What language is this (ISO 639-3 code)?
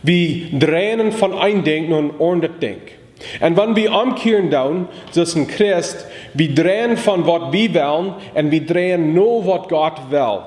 pdt